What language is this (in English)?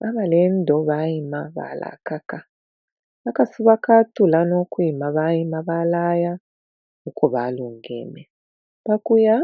Bemba